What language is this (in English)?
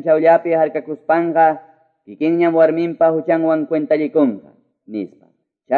Quechua